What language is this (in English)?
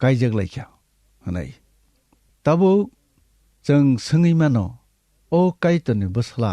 Kok Borok